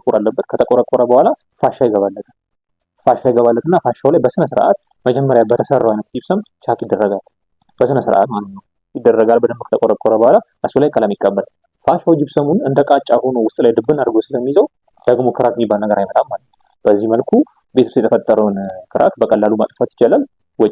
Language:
Amharic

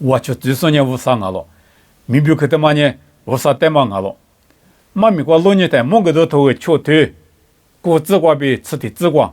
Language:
Lisu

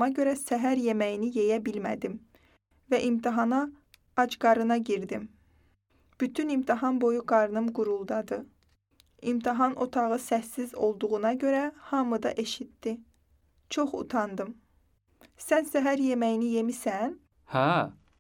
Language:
Azerbaijani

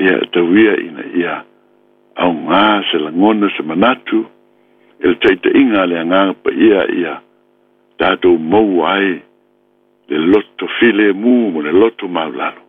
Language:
Samoan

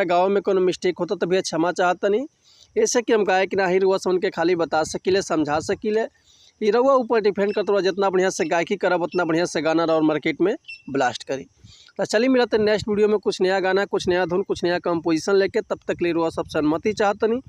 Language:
Bhojpuri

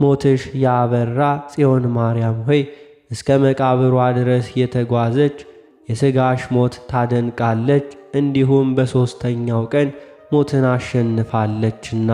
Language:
Amharic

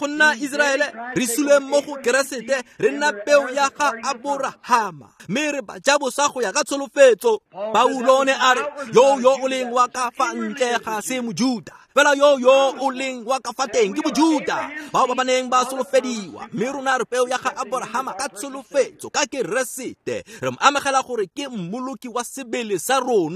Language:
Tswana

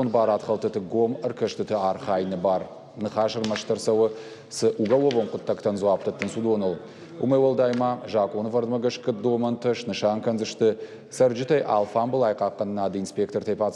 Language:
Ossetic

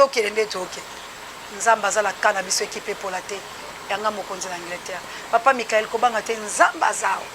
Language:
Lingala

